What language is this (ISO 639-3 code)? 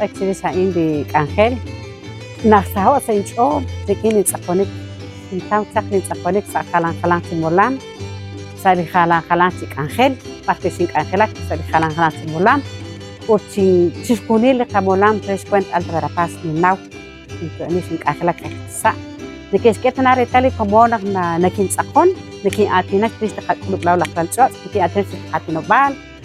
kek